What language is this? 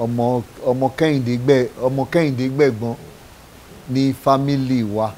Yoruba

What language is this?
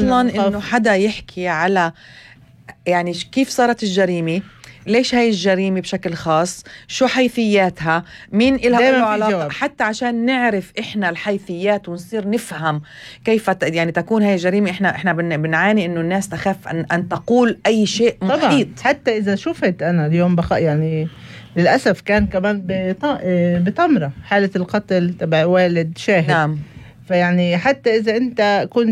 North Levantine Arabic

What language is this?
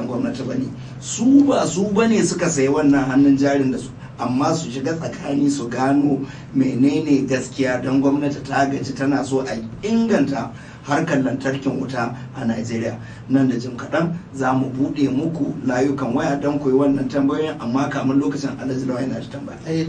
Hausa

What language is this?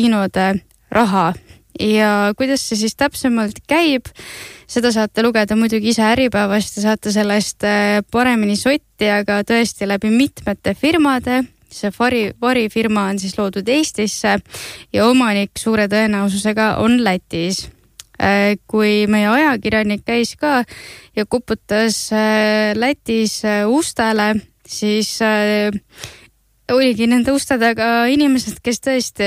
Estonian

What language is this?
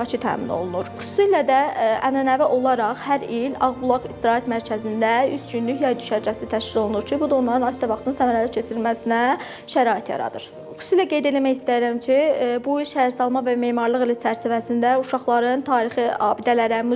Azerbaijani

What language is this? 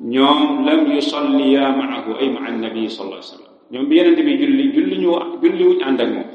Wolof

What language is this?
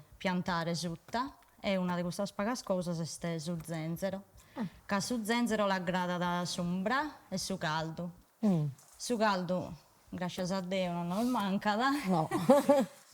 Sardinian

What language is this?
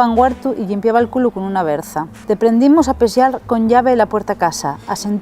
Asturian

